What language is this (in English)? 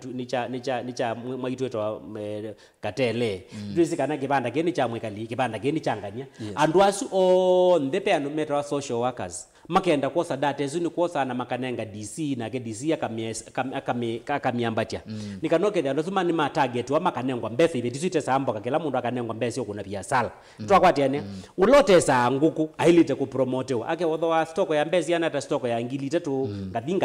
Kamba